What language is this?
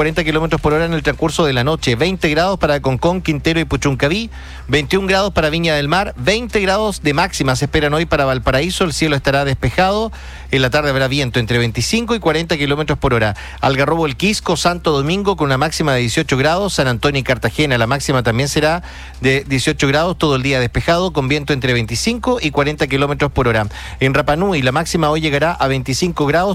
Spanish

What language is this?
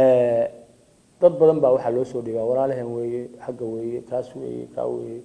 Somali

